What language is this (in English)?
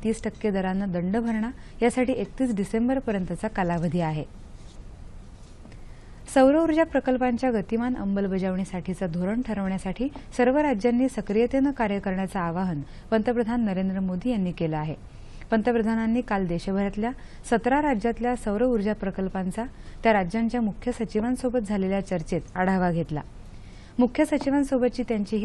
Marathi